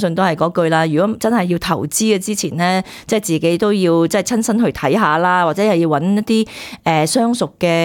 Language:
Cantonese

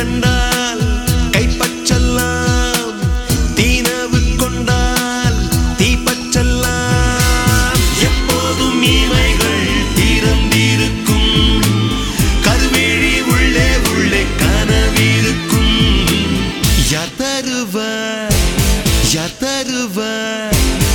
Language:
Tamil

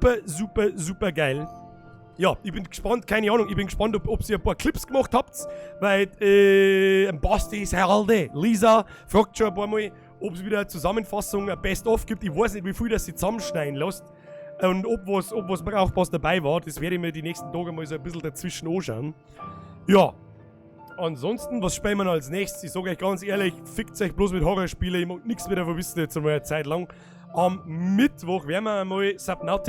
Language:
Bavarian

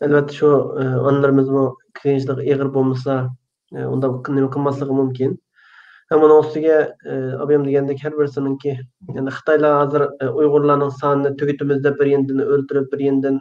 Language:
Uyghur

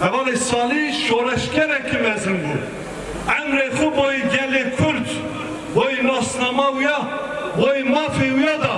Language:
Kurdish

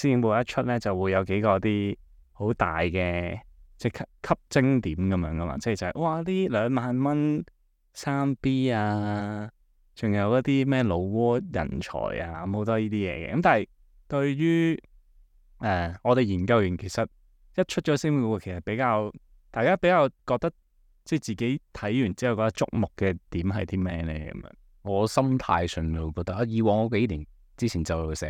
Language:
Cantonese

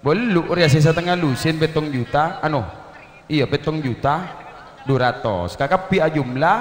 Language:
Madurese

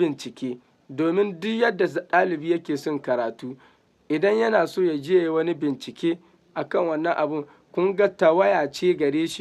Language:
Hausa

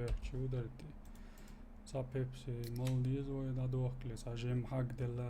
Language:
Chechen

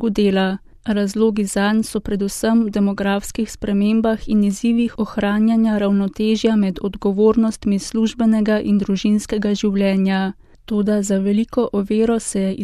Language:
Slovenian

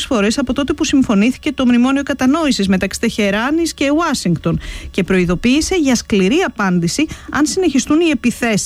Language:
Greek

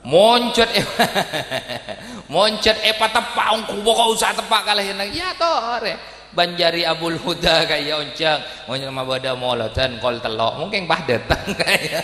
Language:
Madurese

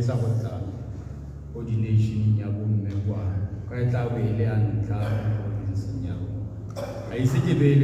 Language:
Tswana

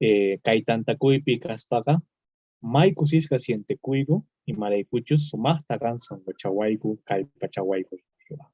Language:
Quechua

